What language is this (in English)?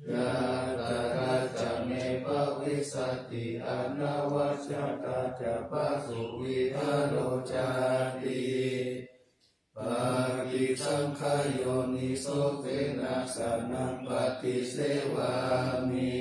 Pali